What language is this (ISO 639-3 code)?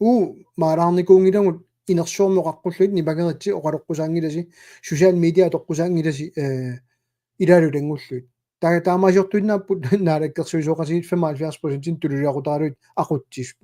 kal